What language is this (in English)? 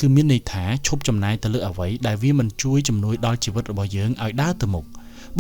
Khmer